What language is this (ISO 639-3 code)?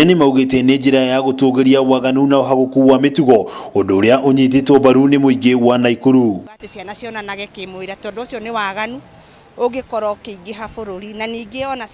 kik